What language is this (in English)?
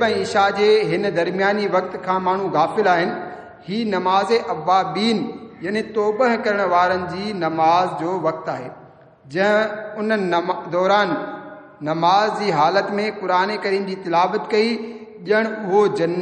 Sindhi